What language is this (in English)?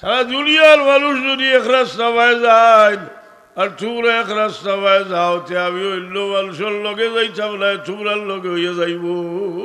Sylheti